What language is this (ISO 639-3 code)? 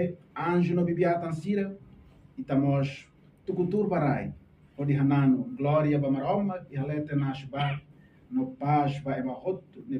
tet